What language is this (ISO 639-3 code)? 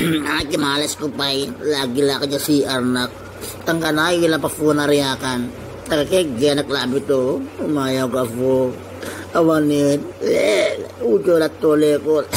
itv